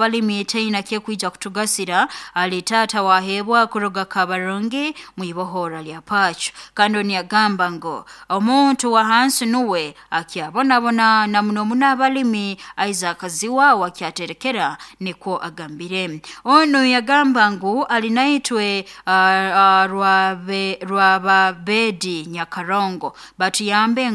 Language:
Nyoro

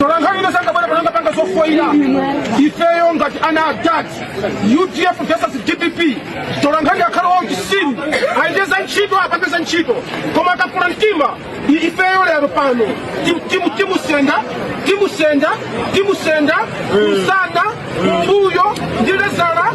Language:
Nyanja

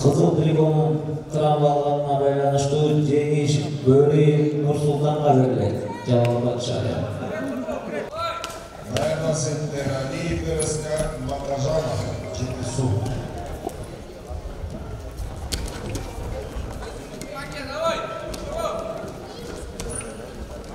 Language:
Kazakh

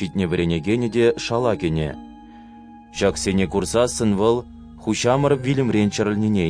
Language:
Chuvash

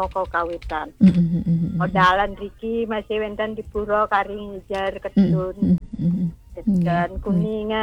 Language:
Balinese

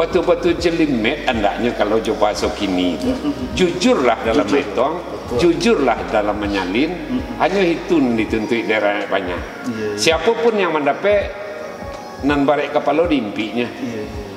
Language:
Minangkabau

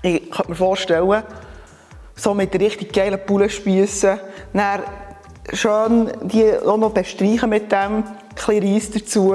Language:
Swiss German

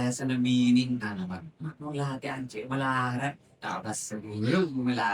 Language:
Madurese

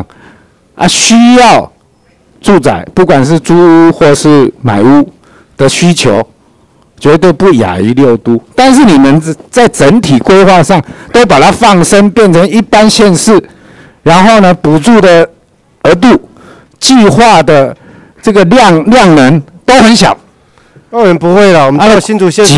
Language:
Chinese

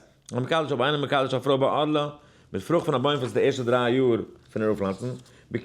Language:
Yiddish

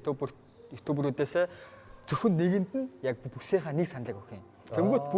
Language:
Mongolian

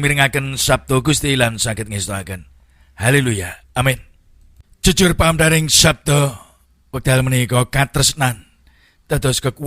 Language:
Javanese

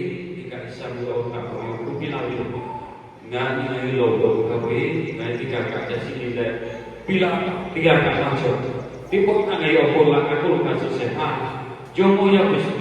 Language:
Lahu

